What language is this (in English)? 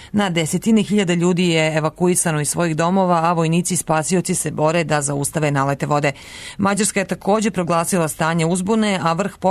Serbian